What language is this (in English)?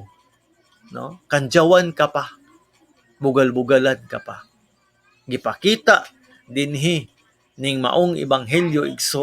Cebuano